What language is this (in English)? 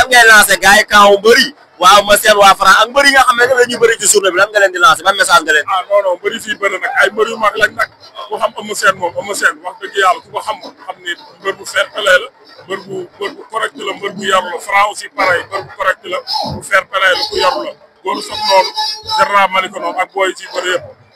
Wolof